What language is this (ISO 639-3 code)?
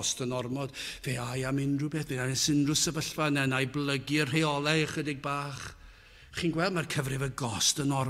cym